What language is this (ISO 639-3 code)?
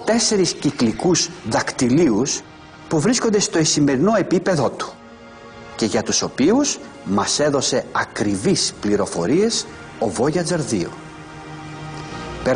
ell